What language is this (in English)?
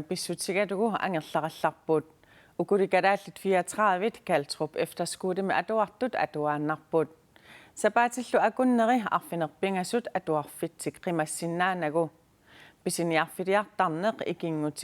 Kalaallisut